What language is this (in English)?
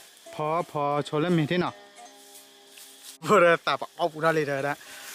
S'gaw Karen